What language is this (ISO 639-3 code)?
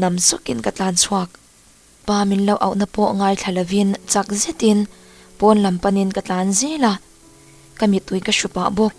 lus